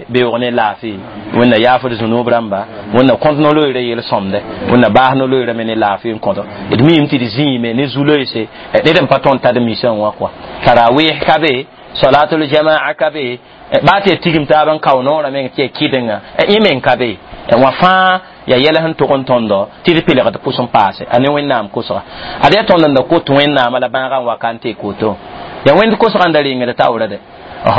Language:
Mossi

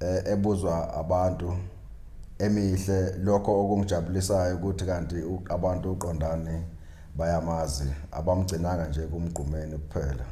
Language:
Zulu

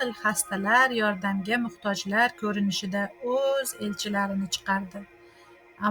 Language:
Uzbek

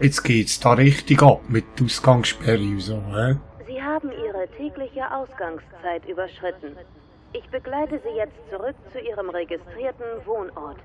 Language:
Swiss German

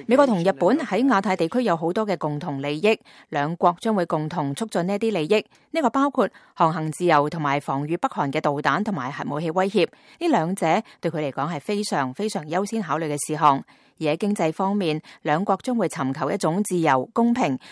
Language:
Cantonese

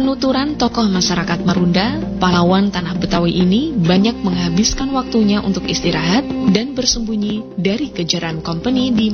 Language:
Indonesian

